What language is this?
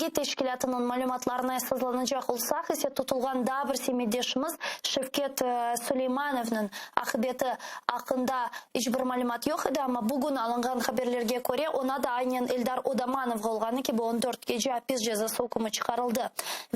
Crimean Tatar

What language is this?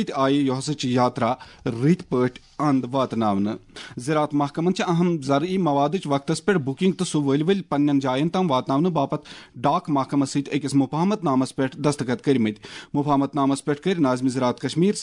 Kashmiri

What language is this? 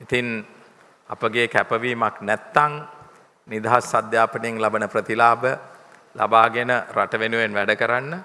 Sinhala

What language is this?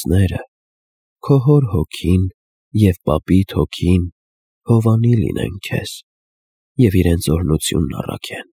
Armenian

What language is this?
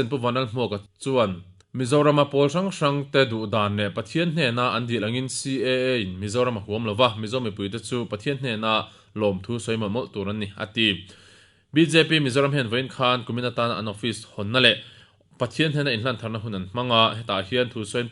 Mizo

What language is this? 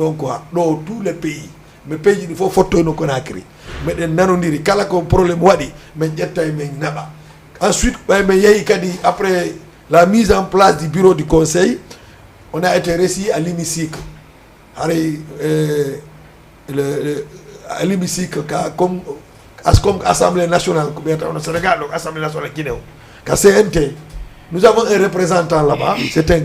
Fula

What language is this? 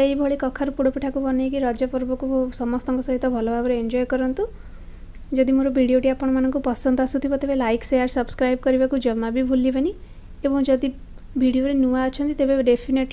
Odia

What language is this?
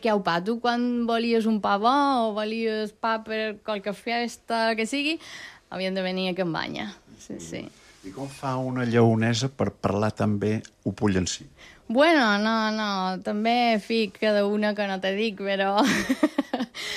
Catalan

